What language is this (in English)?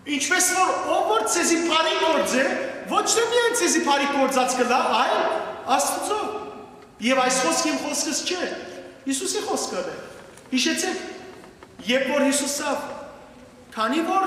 Western Armenian